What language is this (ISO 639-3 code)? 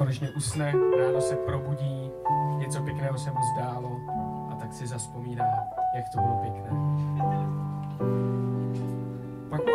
ces